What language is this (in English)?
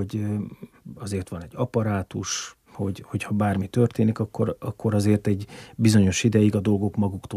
Hungarian